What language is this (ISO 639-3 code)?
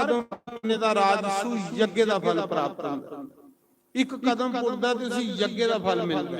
doi